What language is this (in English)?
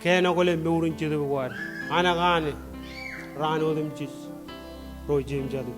Marshallese